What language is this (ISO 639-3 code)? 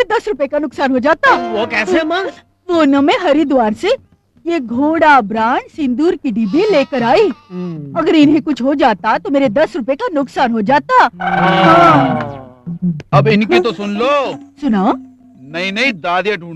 bgc